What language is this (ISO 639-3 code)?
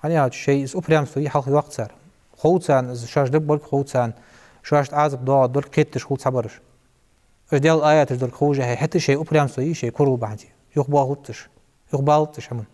inh